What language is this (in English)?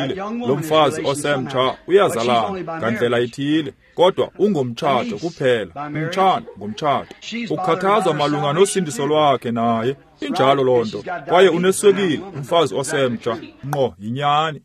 Xhosa